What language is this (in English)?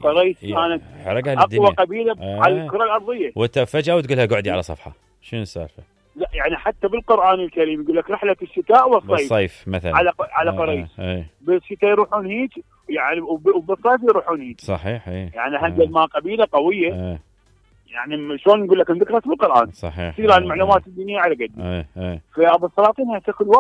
Mesopotamian Arabic